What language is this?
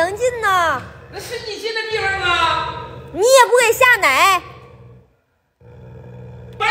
Chinese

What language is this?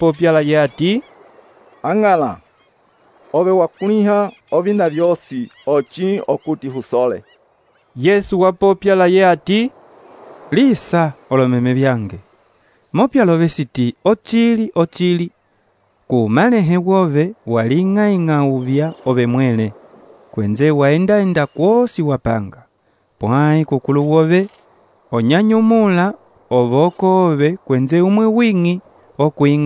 Umbundu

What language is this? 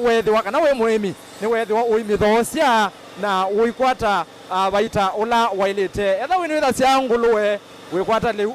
Kamba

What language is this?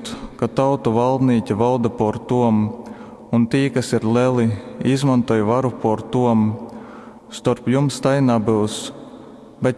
Latgalian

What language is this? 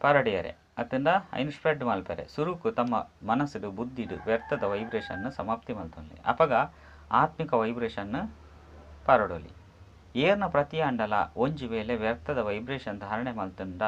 Tulu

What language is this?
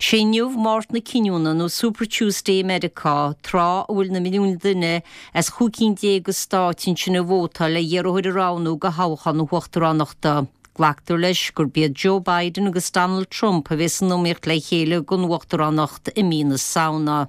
Irish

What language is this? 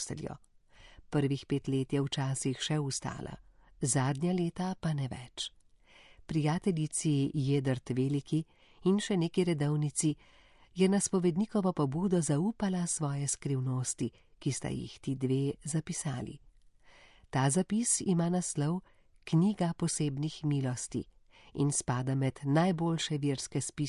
Slovenian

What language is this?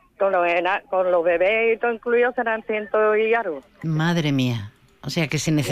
Spanish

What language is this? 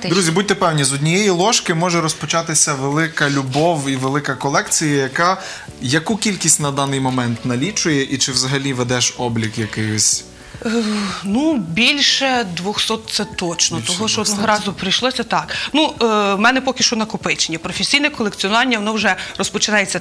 Ukrainian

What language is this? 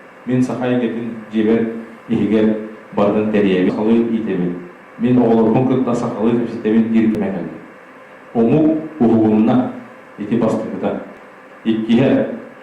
Yakut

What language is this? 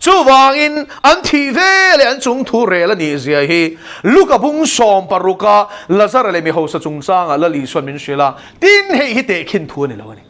Mizo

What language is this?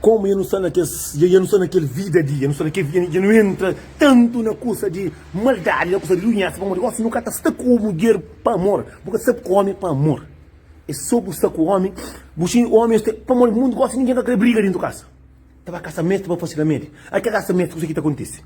Kabuverdianu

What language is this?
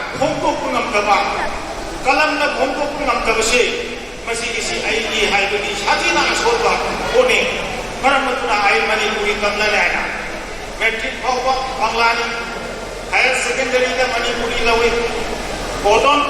Manipuri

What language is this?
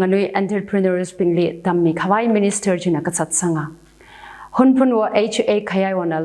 Tangkhul Naga (India)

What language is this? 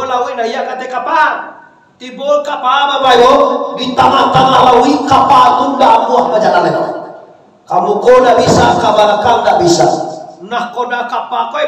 Minangkabau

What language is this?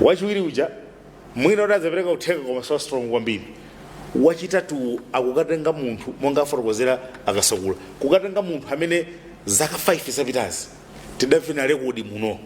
Nyanja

